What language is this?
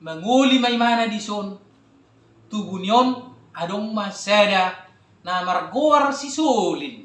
Batak Toba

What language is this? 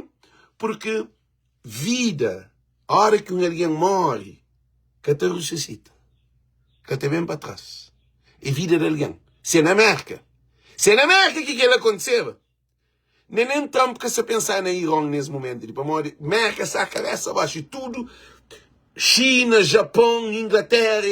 Kabuverdianu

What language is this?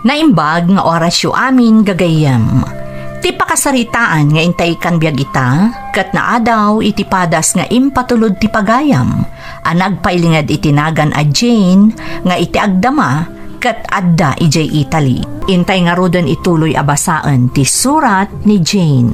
Iloko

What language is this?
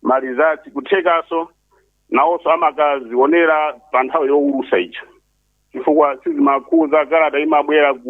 Nyanja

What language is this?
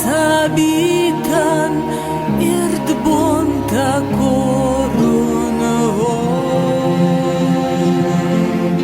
Ossetic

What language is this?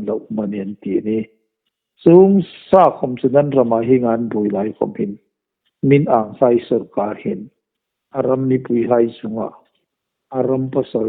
Hmar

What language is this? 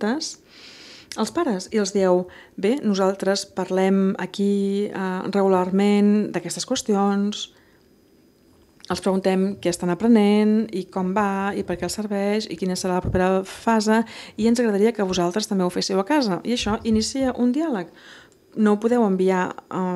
Catalan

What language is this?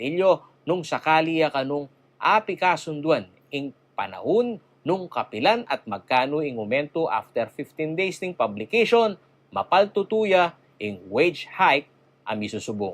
Pampanga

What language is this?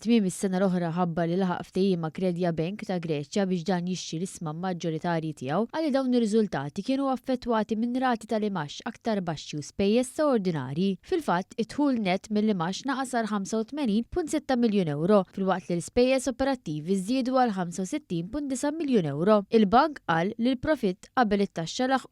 Maltese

